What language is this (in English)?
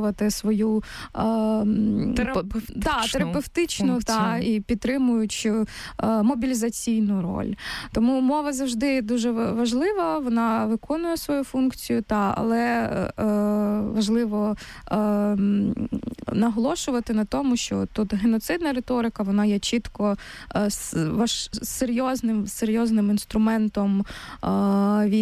Ukrainian